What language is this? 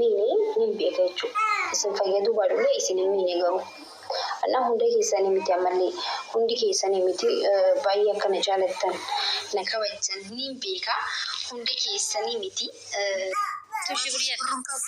Oromo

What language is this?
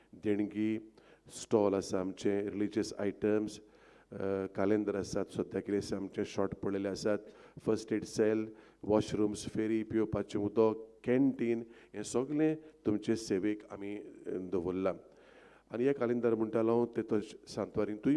Konkani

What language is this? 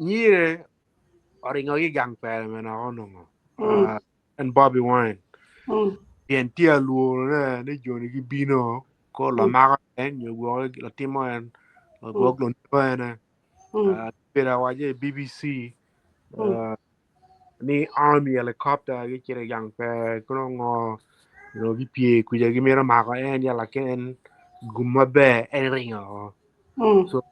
Acoli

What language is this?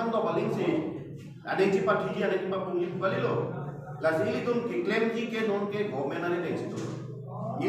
Karbi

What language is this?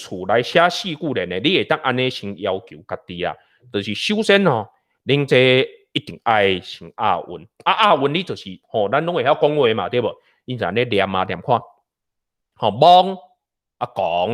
Min Nan Chinese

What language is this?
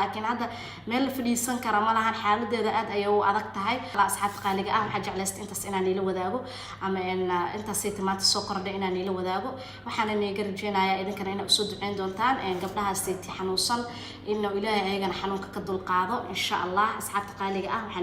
Somali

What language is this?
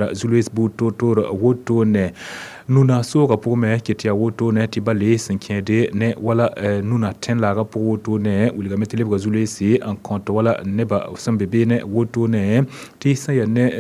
Mossi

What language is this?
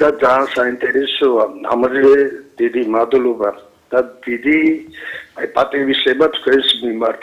Georgian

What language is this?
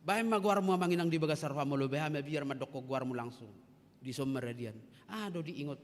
Batak Toba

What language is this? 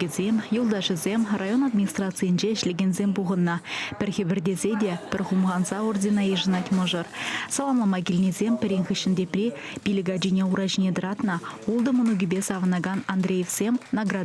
Chuvash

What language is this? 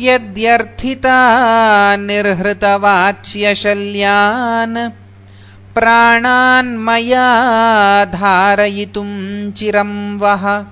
Sanskrit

